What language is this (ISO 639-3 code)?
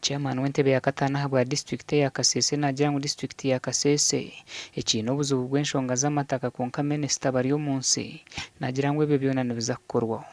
nyn